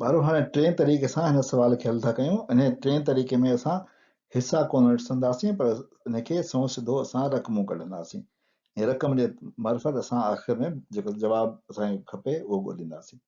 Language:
Sindhi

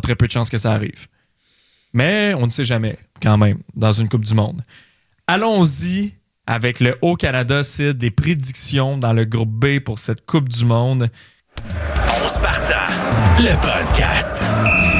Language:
French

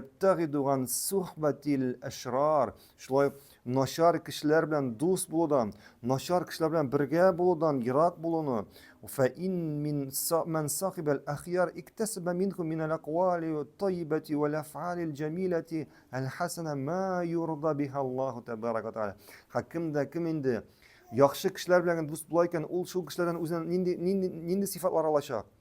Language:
Tatar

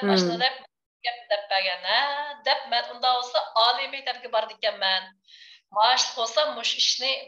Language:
Uyghur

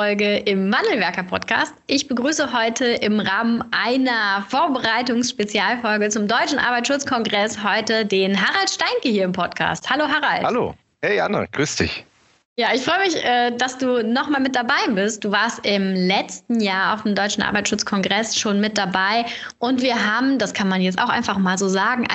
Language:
German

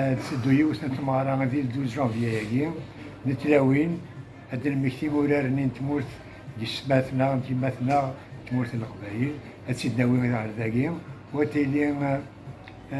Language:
Kabyle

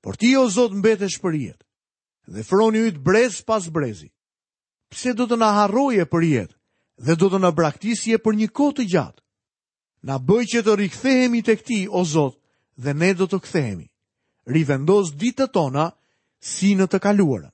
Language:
Albanian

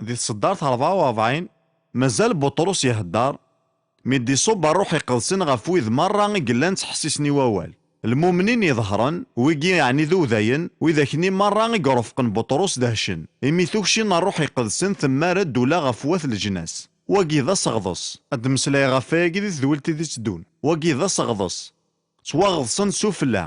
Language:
Kabyle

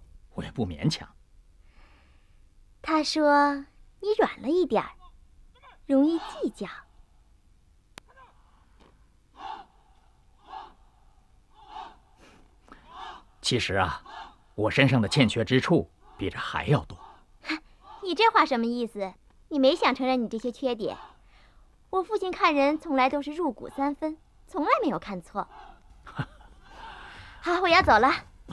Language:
Chinese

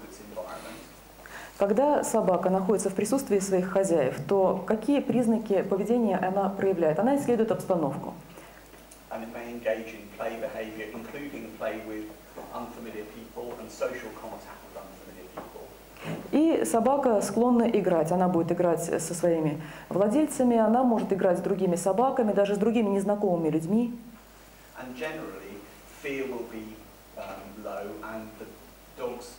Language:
Russian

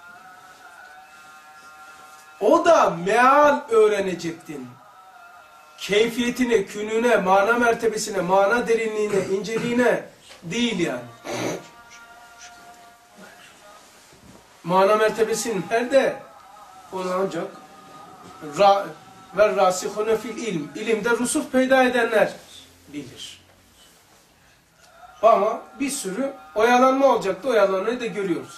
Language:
Turkish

